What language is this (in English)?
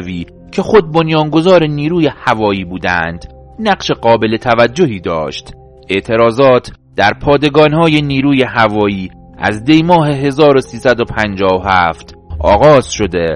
Persian